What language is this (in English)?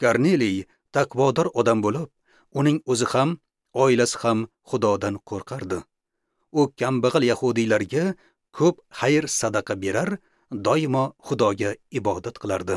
Uzbek